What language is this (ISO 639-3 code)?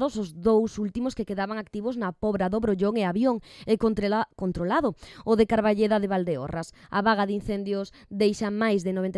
glg